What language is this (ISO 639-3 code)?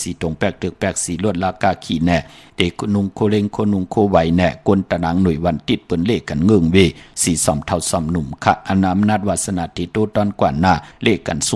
shn